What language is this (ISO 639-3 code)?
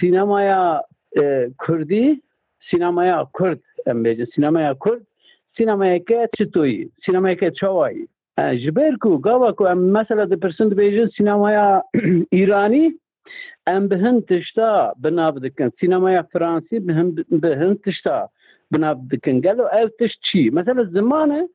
kur